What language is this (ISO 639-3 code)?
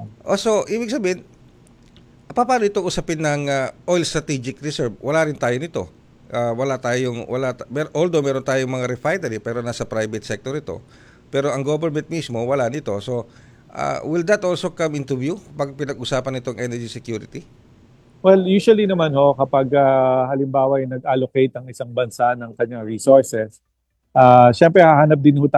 fil